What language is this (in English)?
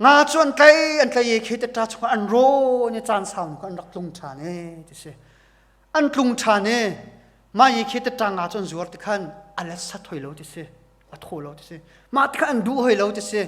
Hakha Chin